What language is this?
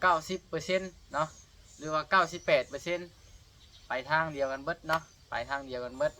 Lao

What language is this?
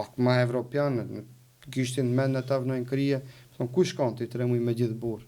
Albanian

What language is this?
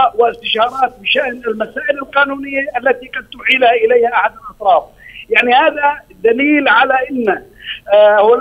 Arabic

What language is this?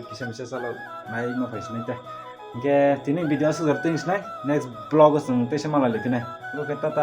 Kok Borok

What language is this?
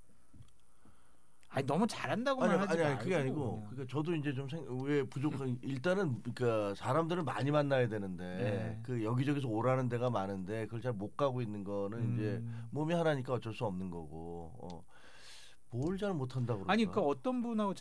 Korean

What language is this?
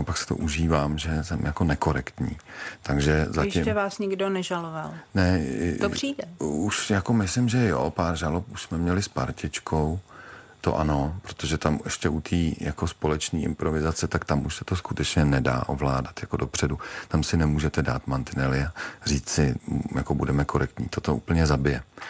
Czech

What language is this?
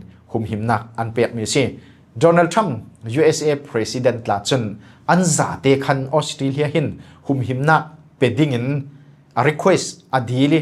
Falam Chin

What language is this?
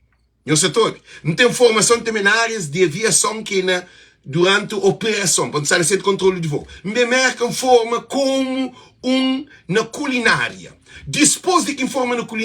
Kabuverdianu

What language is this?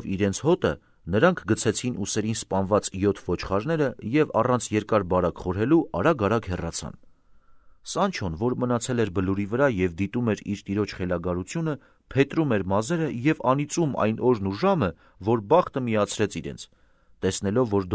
Armenian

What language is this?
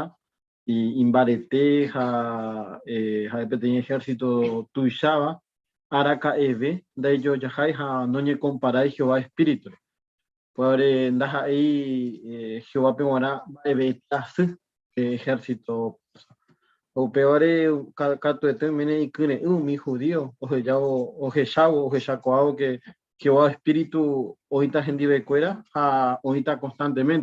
Guarani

